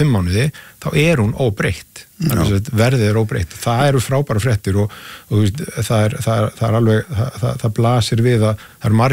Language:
Icelandic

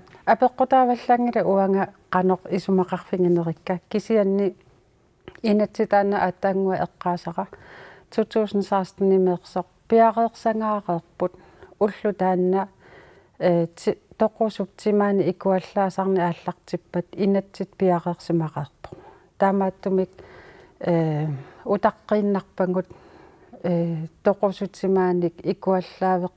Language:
Kalaallisut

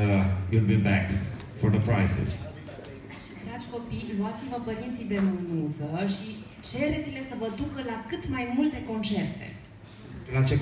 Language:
Romanian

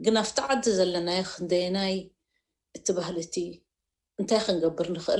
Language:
Tigrinya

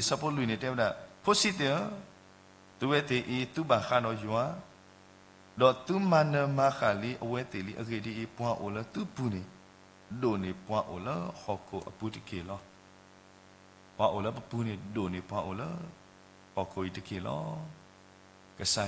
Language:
S'gaw Karen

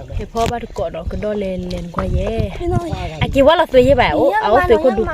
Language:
S'gaw Karen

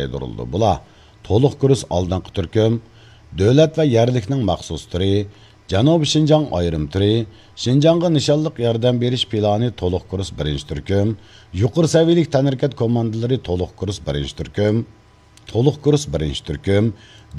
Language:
Uyghur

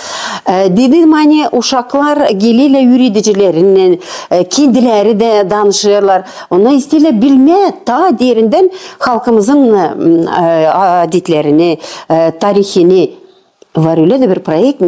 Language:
Gagauz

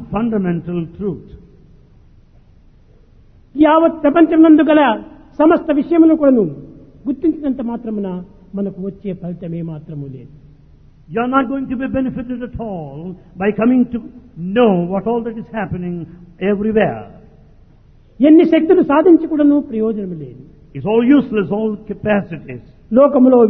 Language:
Telugu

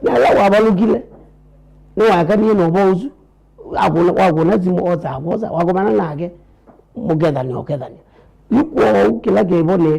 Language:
Kamba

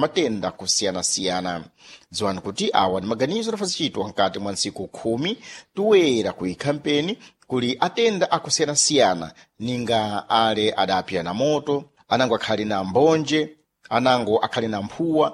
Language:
Sena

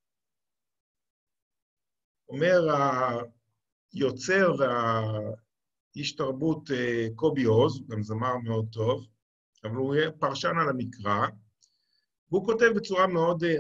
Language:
Hebrew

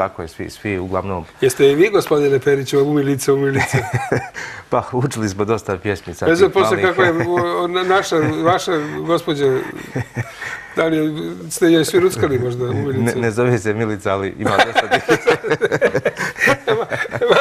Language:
Serbian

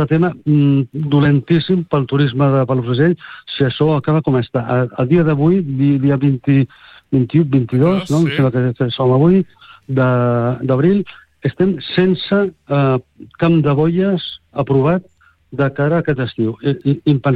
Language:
Catalan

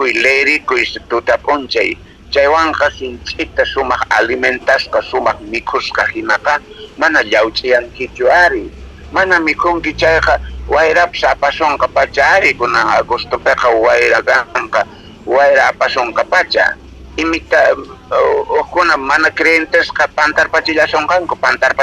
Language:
South Bolivian Quechua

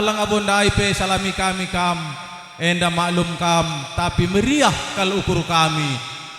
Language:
Batak Karo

